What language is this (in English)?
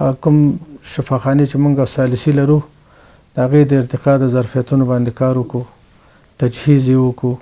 Pashto